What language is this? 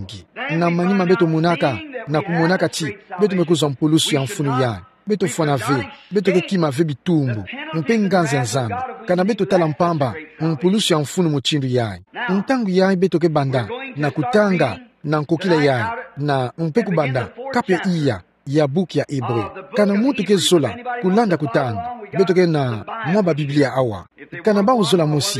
Kituba (Democratic Republic of Congo)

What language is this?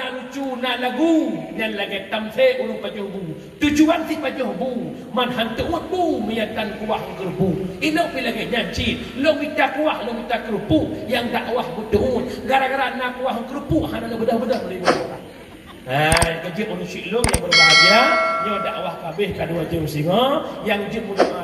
Achinese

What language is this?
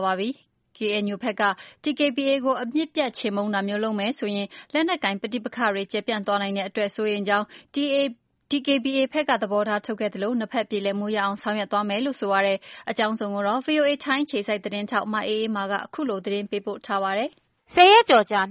Burmese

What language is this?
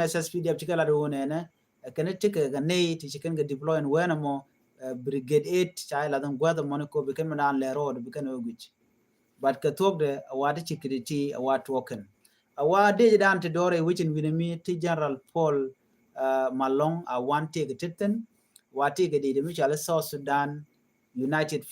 Nuer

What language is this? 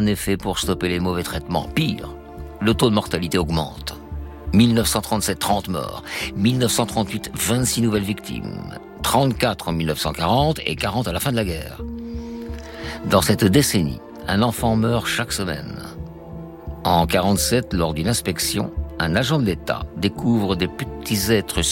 French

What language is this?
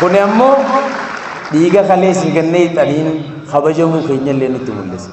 Oromo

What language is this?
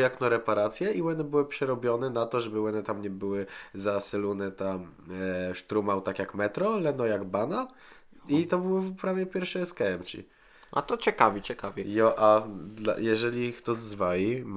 Kashubian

